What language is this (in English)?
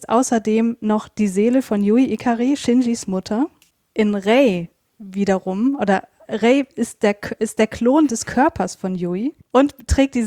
German